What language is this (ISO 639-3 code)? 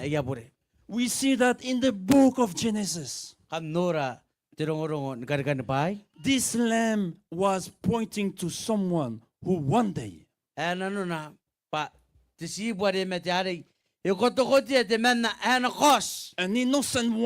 gil